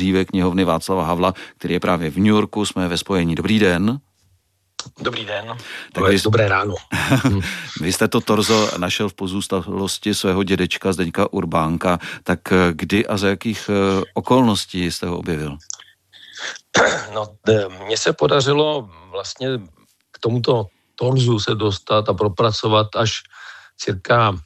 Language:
Czech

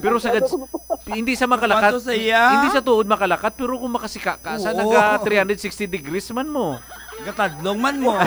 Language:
Hiligaynon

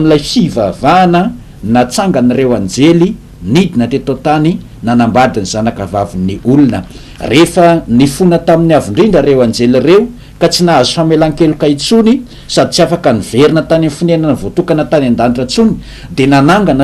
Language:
Malagasy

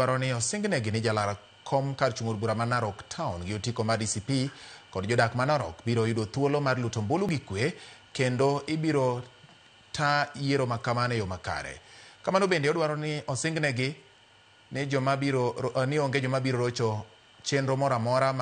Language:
Luo (Kenya and Tanzania)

